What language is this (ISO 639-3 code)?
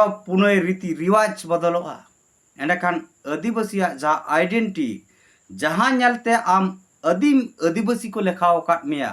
sat